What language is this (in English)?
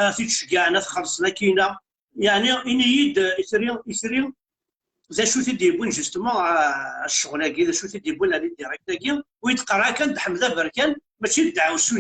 Kabyle